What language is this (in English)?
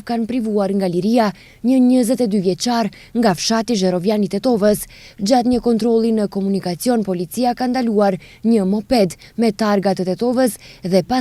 Albanian